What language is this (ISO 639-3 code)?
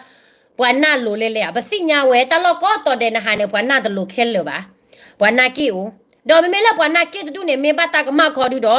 ksw